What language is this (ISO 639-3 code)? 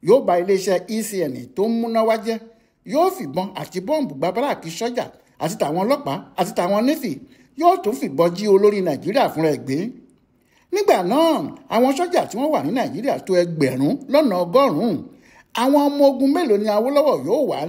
yor